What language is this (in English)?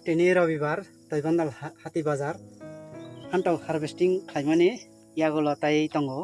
Kok Borok